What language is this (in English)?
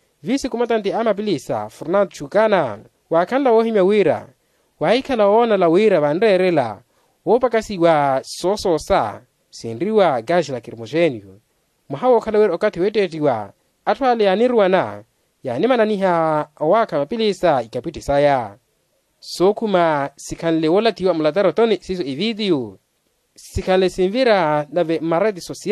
Makhuwa